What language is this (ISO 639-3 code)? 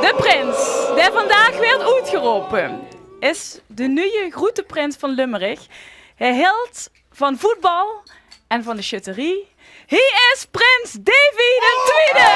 lim